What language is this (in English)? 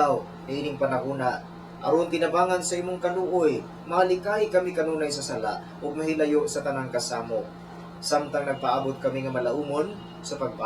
Cebuano